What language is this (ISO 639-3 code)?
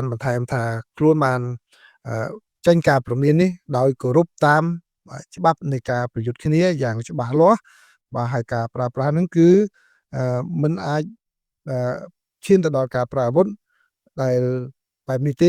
khm